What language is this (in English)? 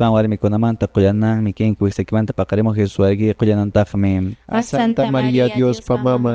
Quechua